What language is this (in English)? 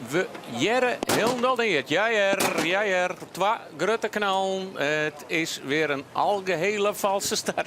Western Frisian